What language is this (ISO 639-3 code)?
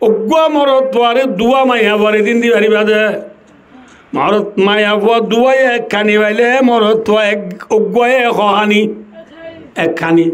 rhg